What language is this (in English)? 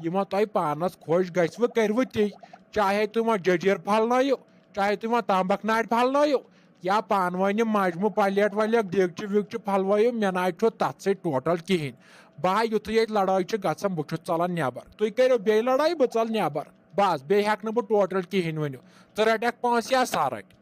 Kashmiri